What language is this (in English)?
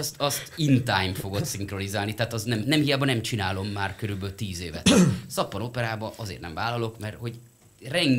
Hungarian